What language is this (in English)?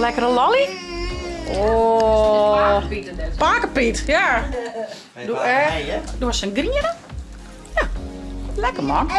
Western Frisian